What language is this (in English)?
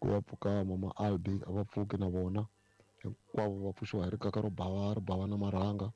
Tsonga